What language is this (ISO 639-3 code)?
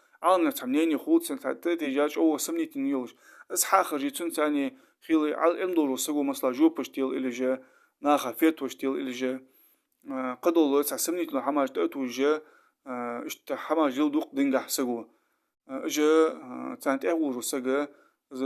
inh